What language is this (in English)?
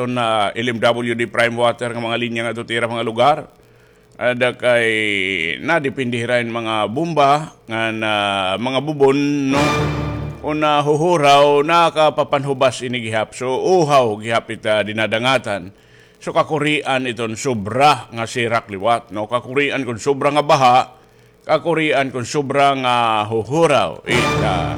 Waray